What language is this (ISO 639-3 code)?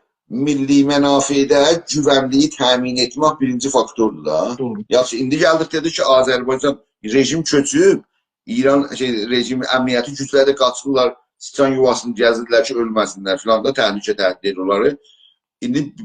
azb